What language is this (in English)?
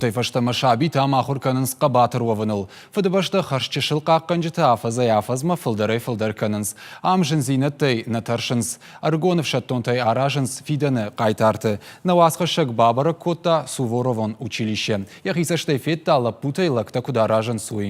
Ossetic